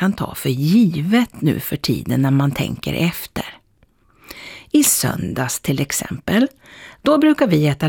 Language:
Swedish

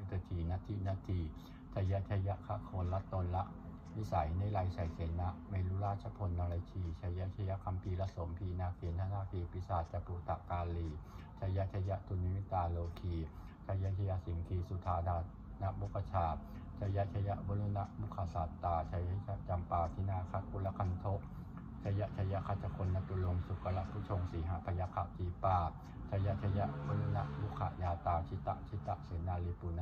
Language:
Pali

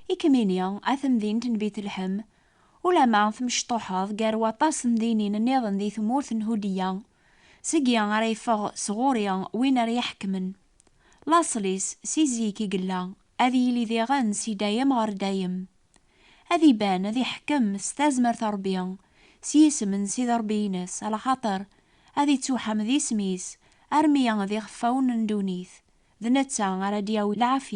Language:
Kabyle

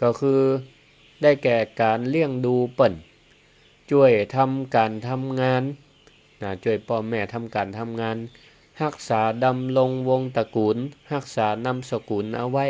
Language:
Northern Thai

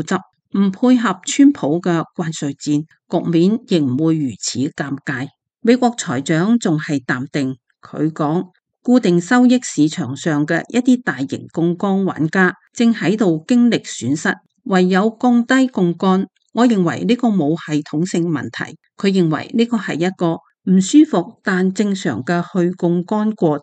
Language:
Cantonese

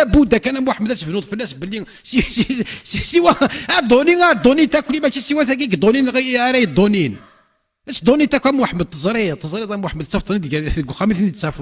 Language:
Kabyle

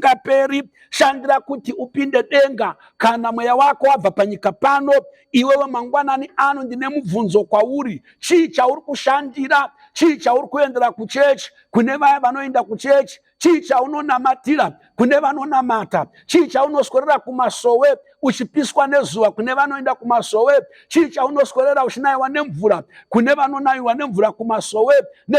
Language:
Shona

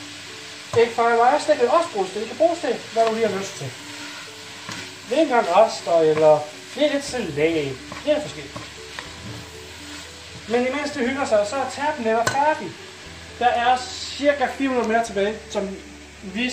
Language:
Danish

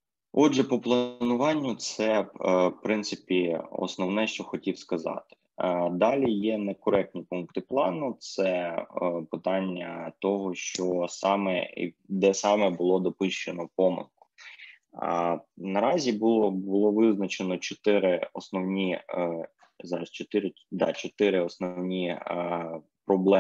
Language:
Ukrainian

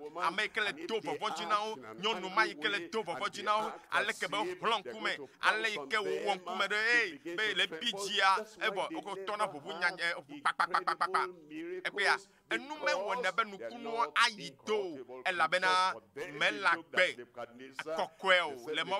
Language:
Ewe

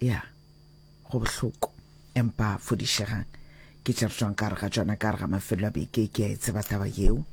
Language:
Northern Sotho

